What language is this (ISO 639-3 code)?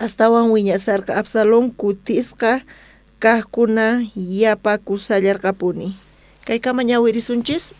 quh